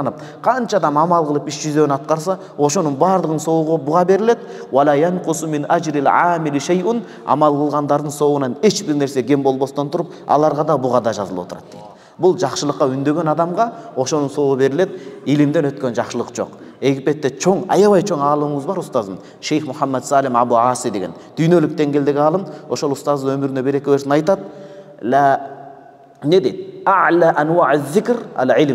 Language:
Kyrgyz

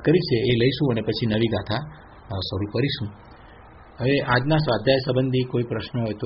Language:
Gujarati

